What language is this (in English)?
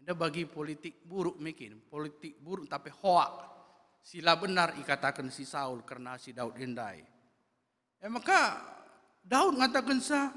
Batak Karo